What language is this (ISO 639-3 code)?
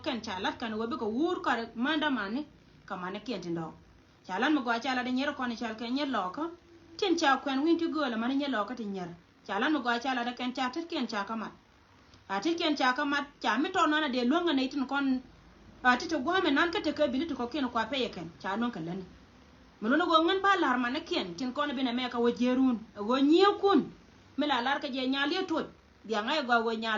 nus